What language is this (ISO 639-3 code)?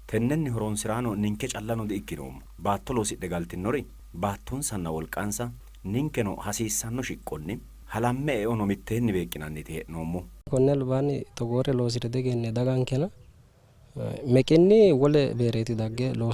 sid